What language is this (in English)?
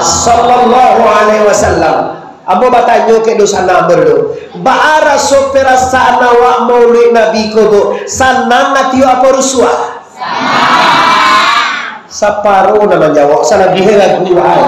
Minangkabau